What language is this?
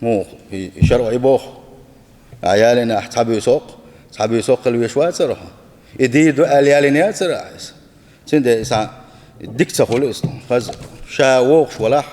Chechen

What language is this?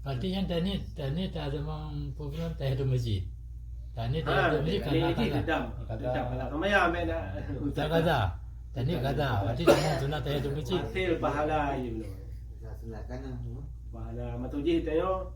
Achinese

